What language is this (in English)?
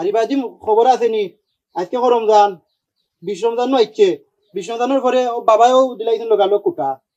Sylheti